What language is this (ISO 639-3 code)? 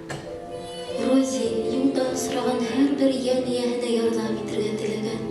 bak